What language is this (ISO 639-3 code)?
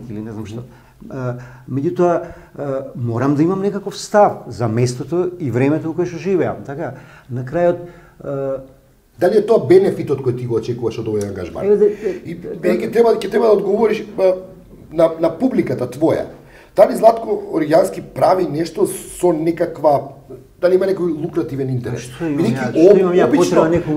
mkd